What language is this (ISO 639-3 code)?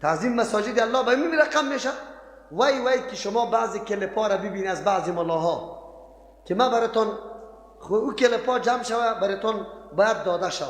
fas